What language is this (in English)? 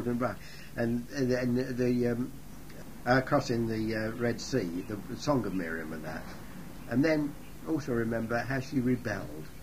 English